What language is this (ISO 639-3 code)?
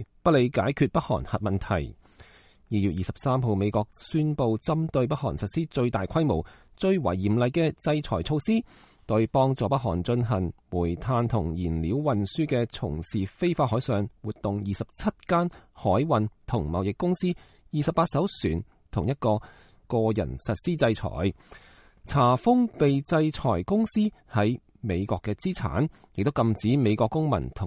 yue